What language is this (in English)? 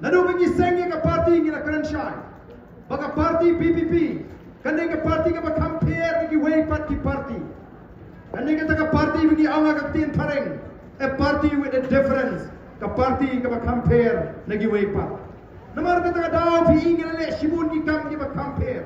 Khasi